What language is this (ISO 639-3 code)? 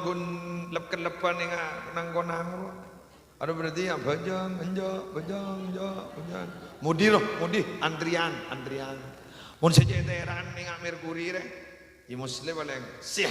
mad